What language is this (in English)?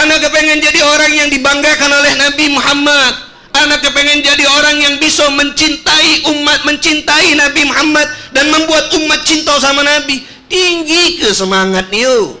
Musi